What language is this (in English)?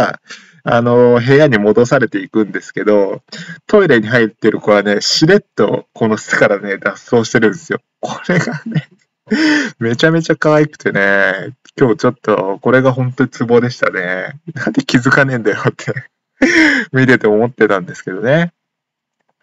Japanese